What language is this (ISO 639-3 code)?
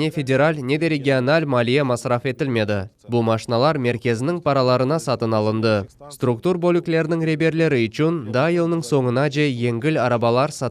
crh